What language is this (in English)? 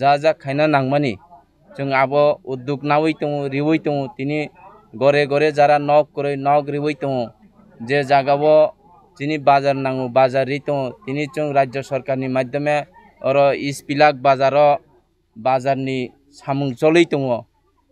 Kok Borok